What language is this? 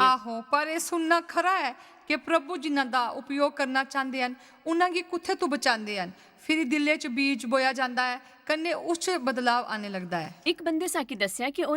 Dogri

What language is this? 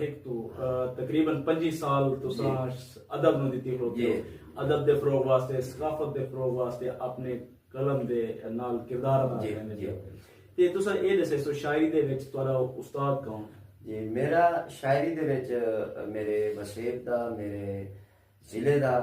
Saraiki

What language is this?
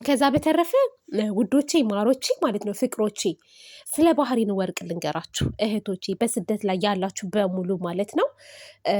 Amharic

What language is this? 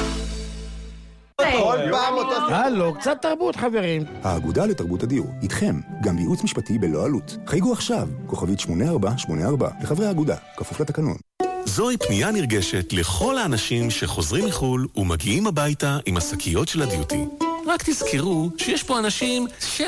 Hebrew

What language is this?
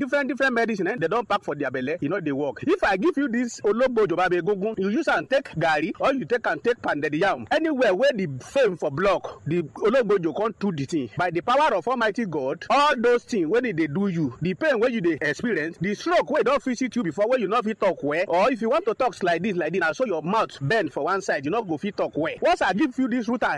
Nigerian Pidgin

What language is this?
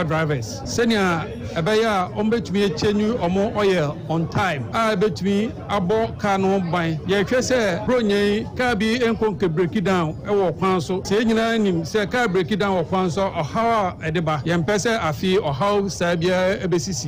Akan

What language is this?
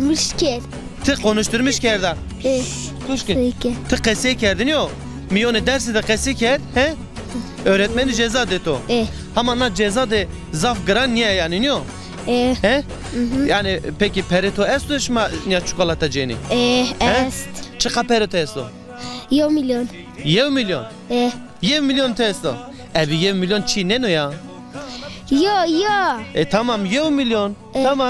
Zaza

